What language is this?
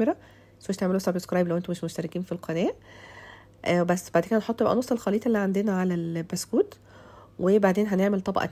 Egyptian Arabic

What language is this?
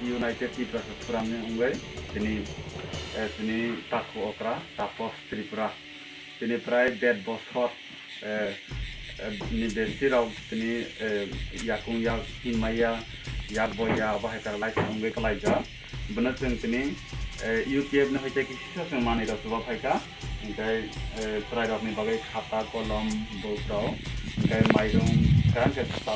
Kok Borok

